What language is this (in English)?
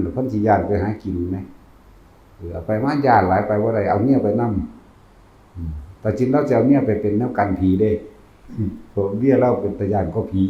Northeastern Thai